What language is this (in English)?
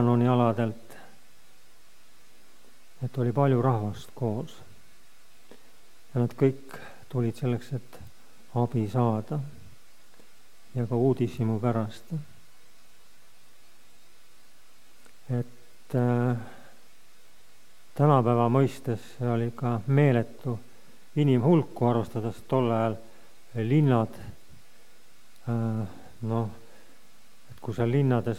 Estonian